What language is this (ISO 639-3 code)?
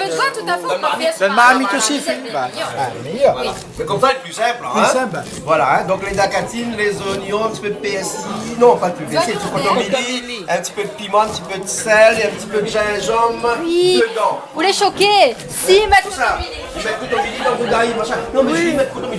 rcf